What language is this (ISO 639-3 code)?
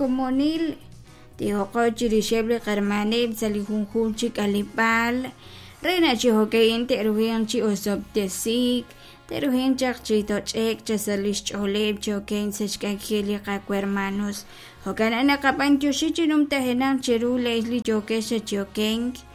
kek